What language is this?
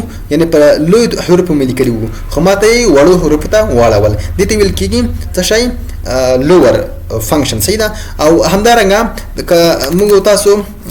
Pashto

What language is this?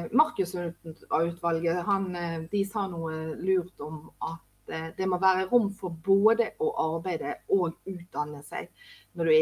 Norwegian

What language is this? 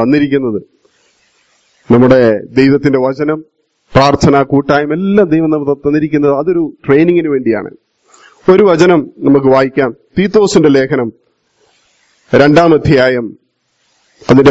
Malayalam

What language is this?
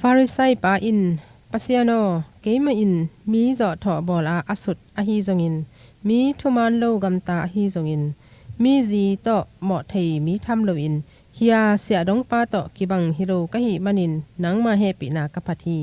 Tedim Chin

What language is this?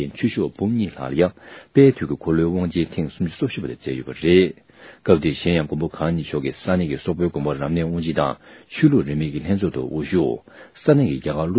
Tibetan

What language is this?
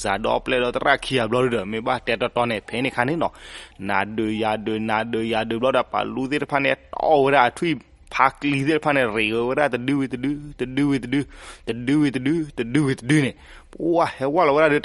S'gaw Karen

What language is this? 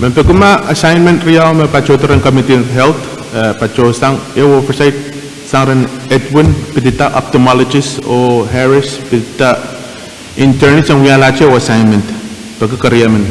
Pohnpeian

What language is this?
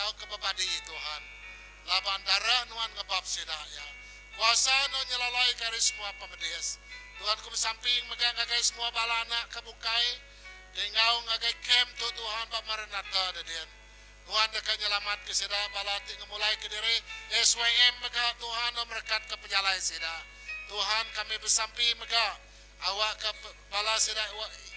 Iban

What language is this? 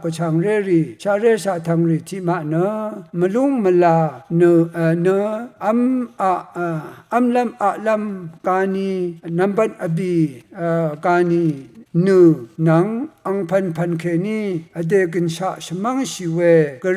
Rawang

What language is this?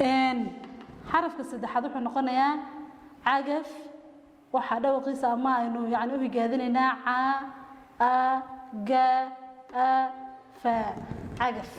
Somali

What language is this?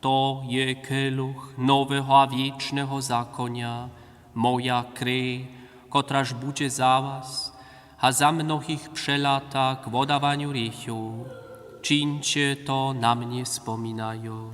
Upper Sorbian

